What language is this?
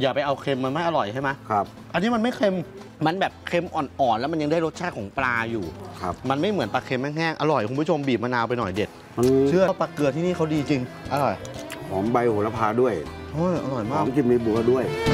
Thai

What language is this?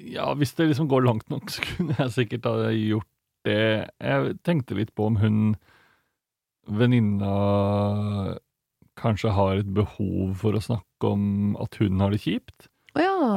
Norwegian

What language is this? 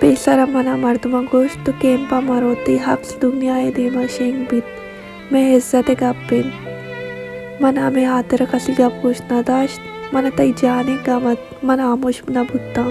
Baluchi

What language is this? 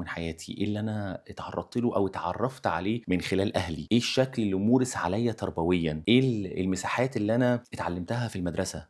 Egyptian Arabic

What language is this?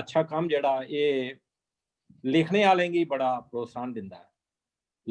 Dogri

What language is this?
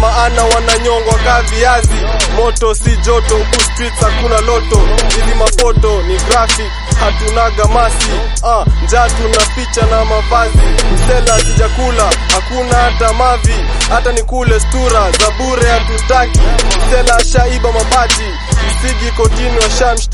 Swahili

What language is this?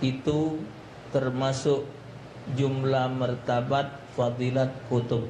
Musi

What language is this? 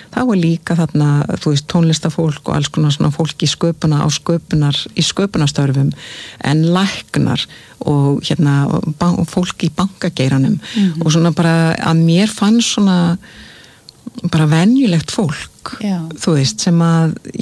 Icelandic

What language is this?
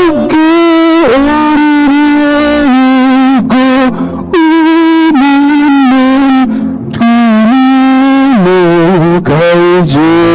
Igbo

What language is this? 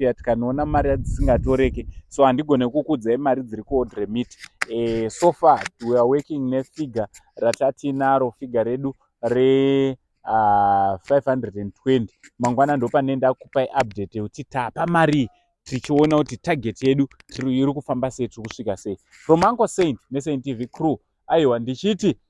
Shona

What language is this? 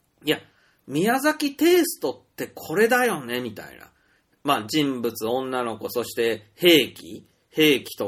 Japanese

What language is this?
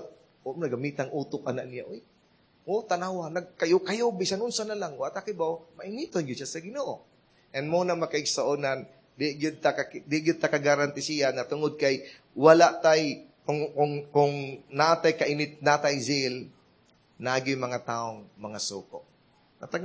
Cebuano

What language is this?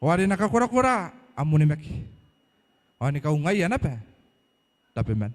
Gilbertese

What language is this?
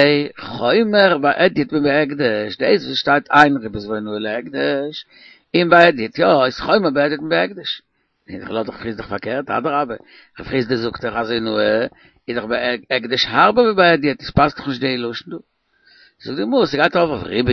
Yiddish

